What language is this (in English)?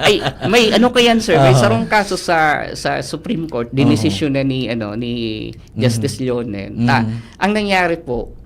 Bikol